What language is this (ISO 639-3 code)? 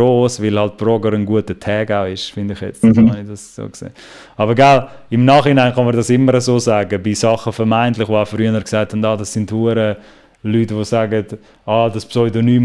gsw